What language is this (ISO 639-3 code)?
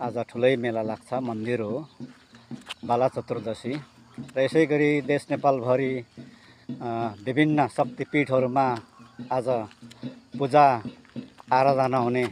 nep